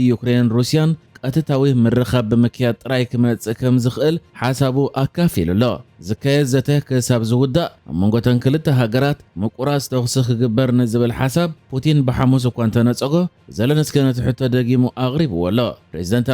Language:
Tigrinya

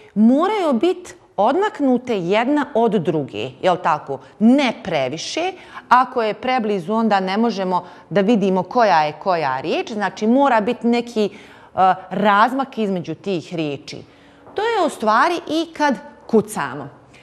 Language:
Bosnian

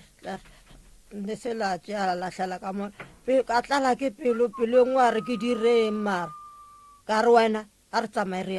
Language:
Northern Sotho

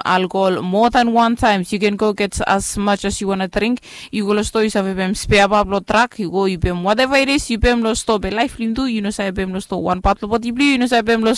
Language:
Bislama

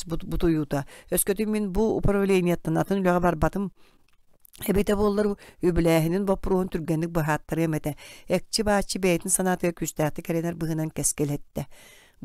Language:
Yakut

